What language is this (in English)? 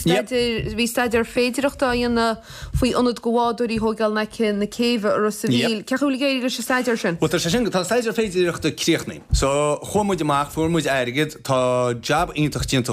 Irish